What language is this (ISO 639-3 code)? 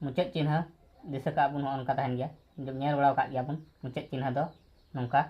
sat